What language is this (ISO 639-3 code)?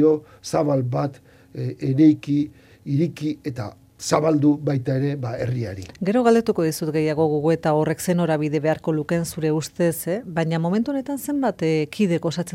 eus